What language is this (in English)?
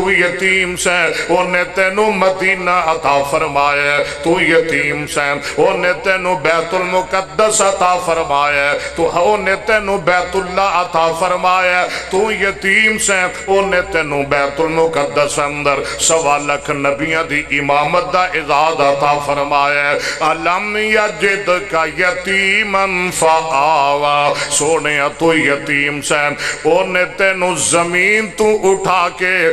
Western Panjabi